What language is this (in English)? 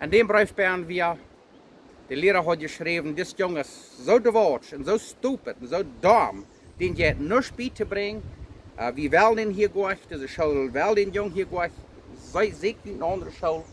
Plautdietsch